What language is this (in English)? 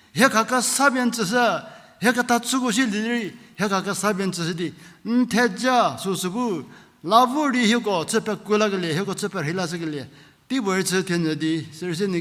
Angami Naga